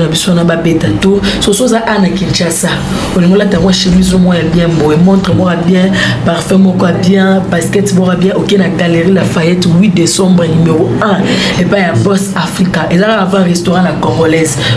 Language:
Lingala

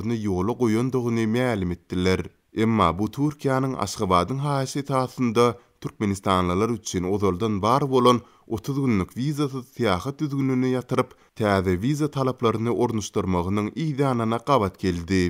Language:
Turkmen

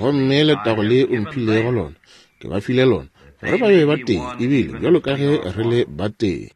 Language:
Northern Sotho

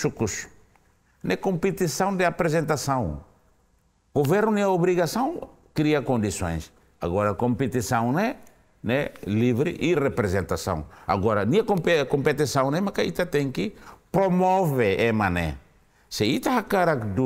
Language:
Tetum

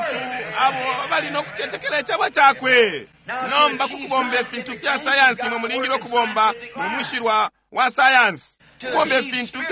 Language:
Bemba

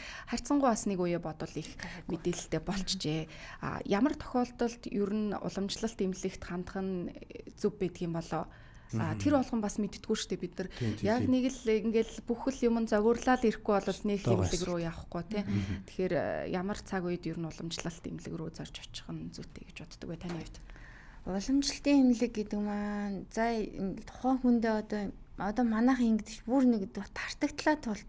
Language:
Mongolian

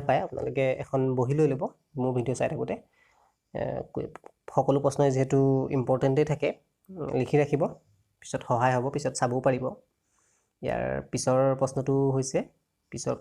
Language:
Assamese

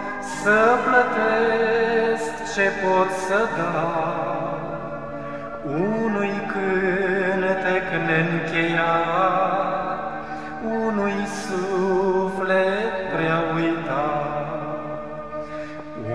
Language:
Romanian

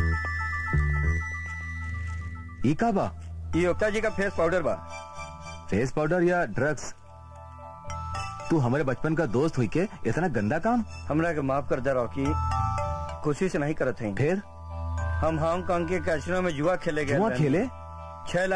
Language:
Bhojpuri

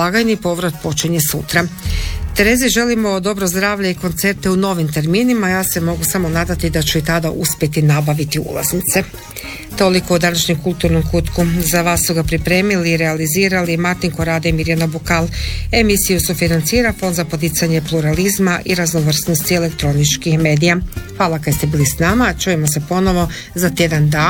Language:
Croatian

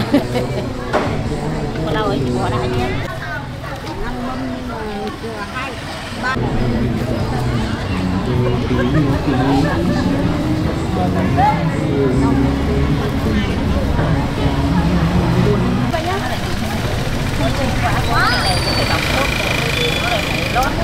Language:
Vietnamese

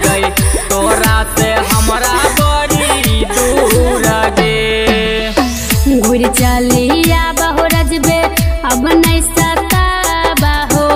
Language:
Bhojpuri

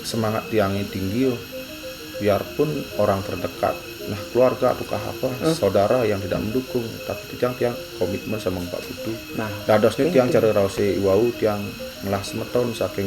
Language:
Balinese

